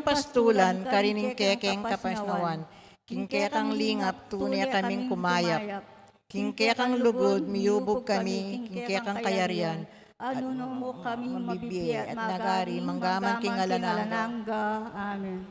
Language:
Pampanga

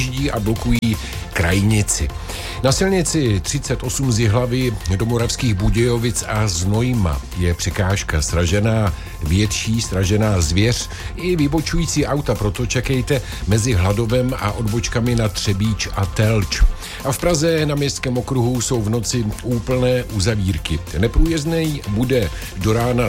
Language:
Czech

